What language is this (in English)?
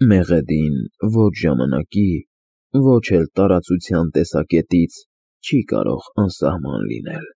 Armenian